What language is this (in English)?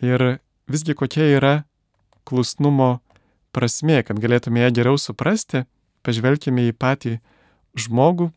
Lithuanian